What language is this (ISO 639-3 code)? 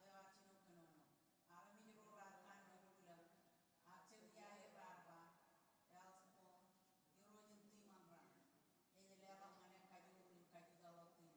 mah